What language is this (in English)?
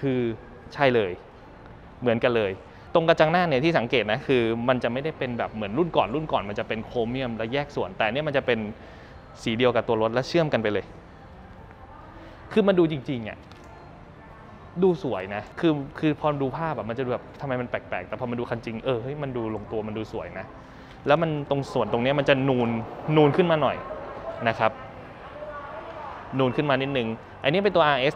Thai